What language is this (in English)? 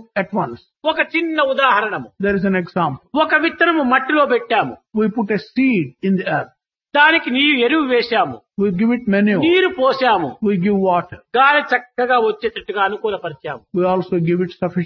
Telugu